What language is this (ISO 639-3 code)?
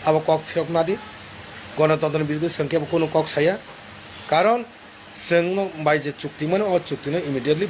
trp